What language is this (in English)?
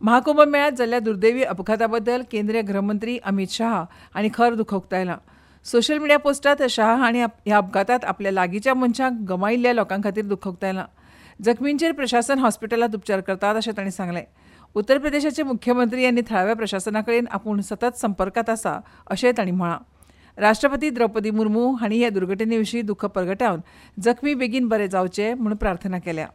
Konkani